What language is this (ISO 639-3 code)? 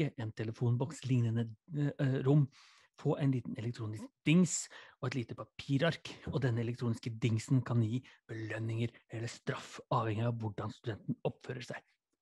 nor